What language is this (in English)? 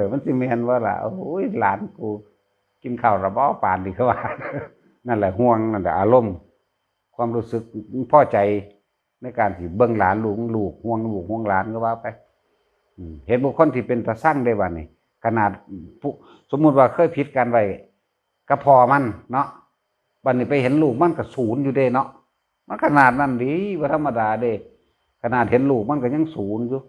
Northeastern Thai